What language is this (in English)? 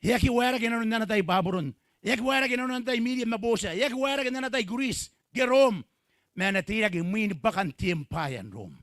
Gilbertese